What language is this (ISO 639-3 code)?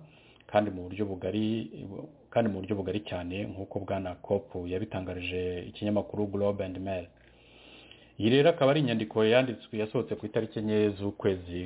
kin